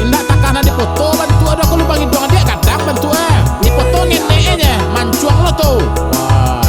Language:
Minangkabau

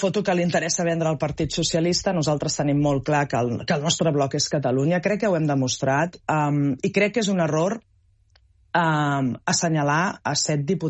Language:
Catalan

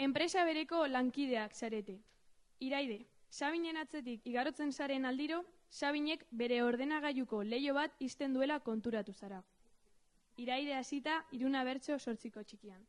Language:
Basque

